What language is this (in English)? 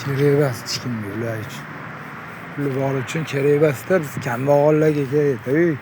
Uzbek